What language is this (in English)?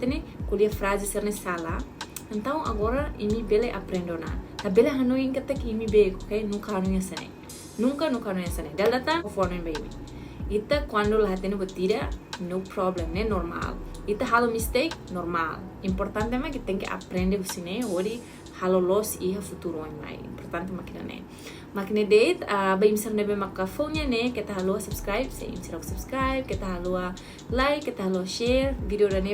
Tetum